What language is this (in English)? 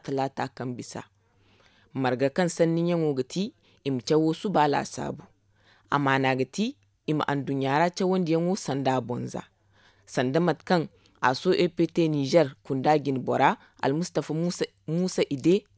Zarma